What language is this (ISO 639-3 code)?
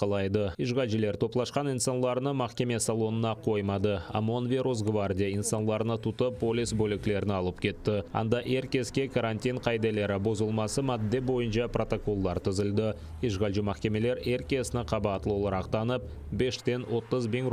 crh